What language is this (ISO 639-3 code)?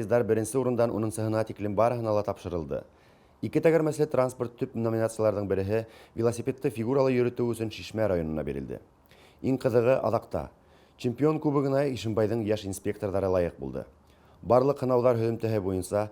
bak